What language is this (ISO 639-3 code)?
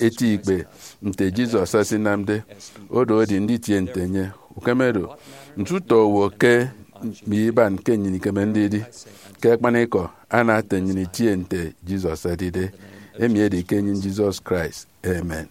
efi